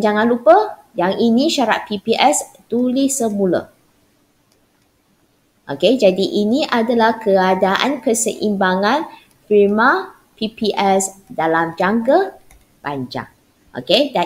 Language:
Malay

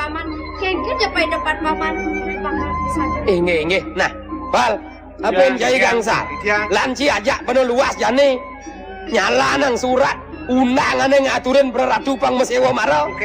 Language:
Balinese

